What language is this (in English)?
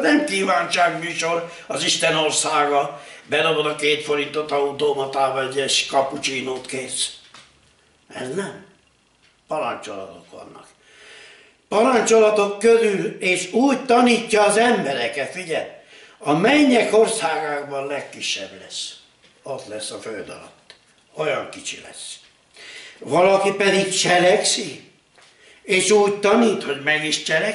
Hungarian